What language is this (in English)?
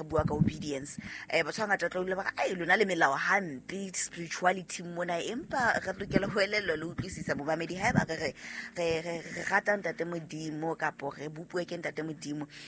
Southern Sotho